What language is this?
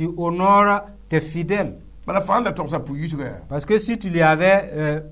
Mossi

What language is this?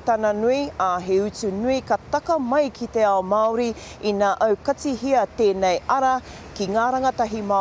Māori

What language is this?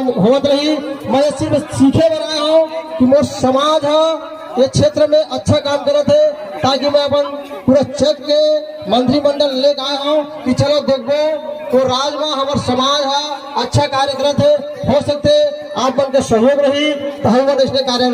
Chhattisgarhi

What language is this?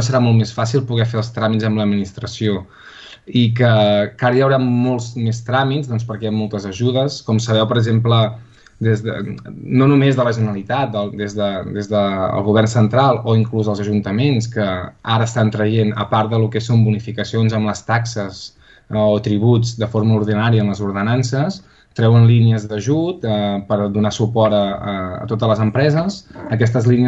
Catalan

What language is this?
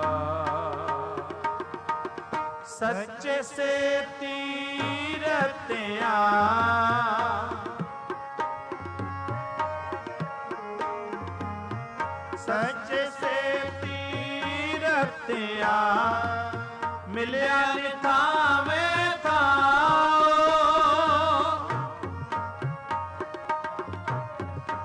Punjabi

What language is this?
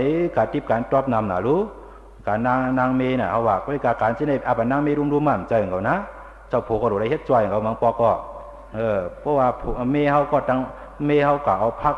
Shan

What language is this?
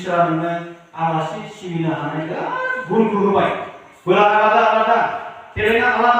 Bodo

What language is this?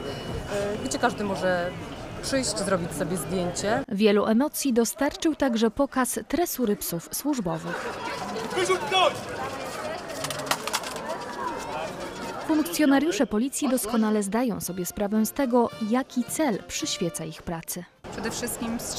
Polish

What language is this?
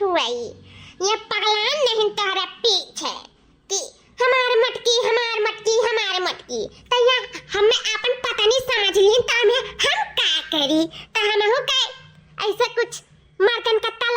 Awadhi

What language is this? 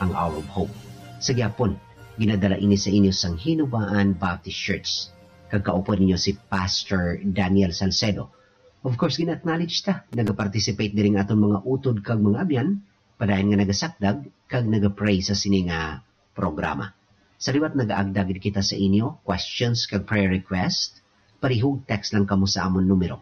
Hiligaynon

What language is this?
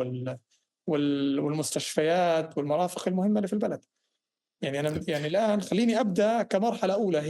North Levantine Arabic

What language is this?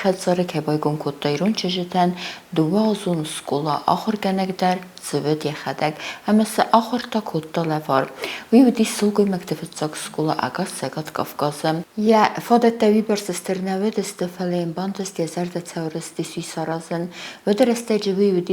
Ossetic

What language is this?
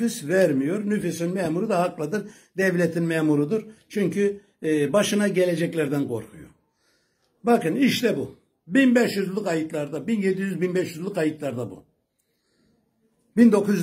Turkish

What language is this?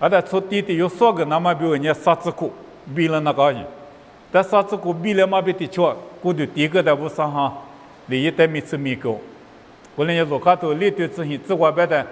Lisu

